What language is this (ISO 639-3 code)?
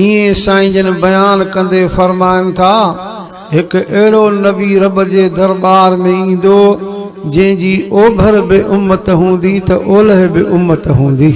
snd